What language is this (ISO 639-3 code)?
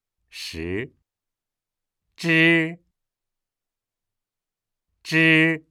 zho